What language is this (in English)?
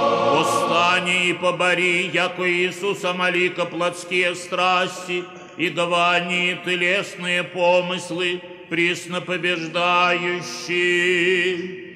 Church Slavic